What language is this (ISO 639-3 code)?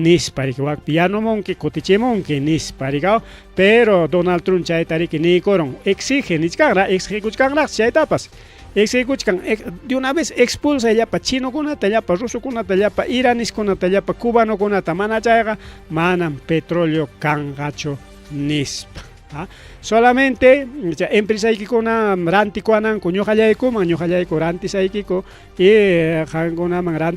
quy